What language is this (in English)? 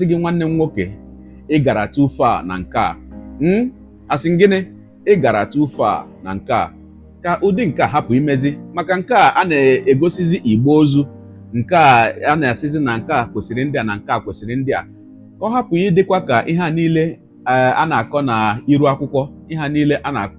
Igbo